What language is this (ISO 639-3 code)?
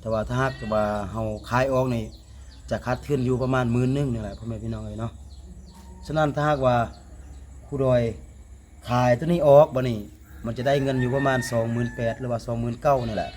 lao